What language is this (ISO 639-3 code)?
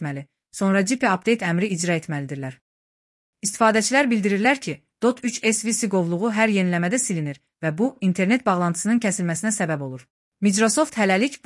aze